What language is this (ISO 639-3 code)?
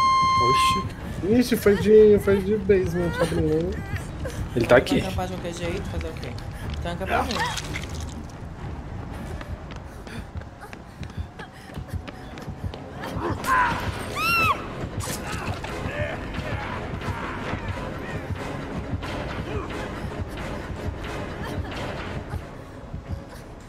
por